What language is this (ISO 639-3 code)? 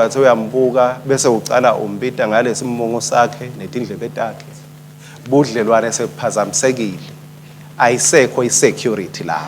ssw